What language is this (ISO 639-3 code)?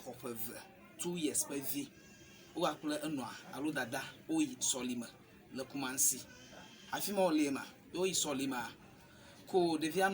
ewe